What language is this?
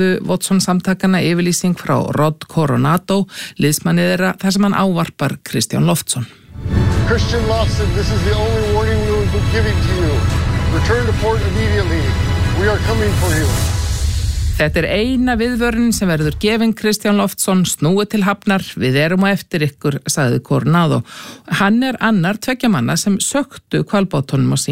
Icelandic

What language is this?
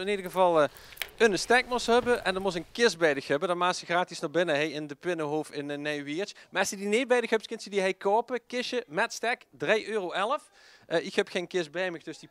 Limburgish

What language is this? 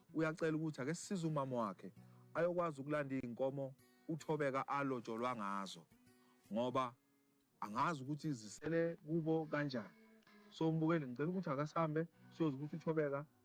Zulu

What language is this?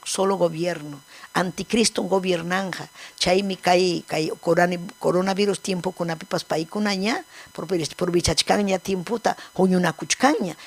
Ayacucho Quechua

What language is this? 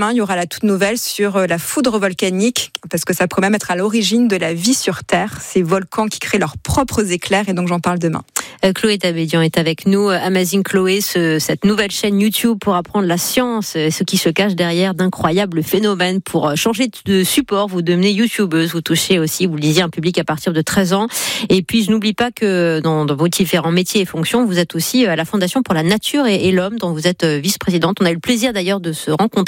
French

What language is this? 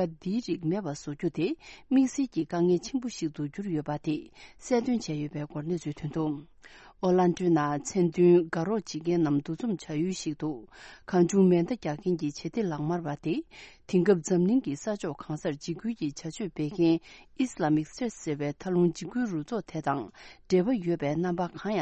Tibetan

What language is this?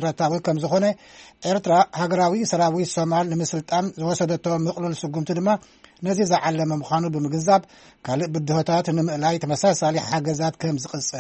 Tigrinya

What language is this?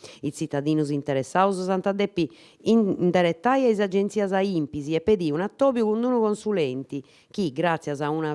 Sardinian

